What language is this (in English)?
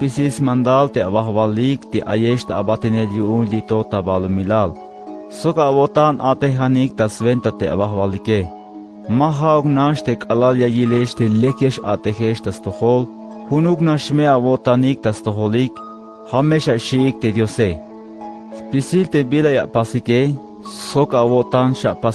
Tzeltal